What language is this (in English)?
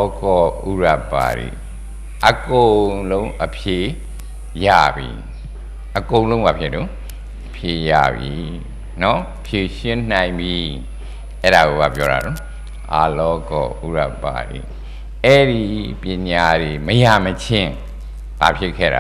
Burmese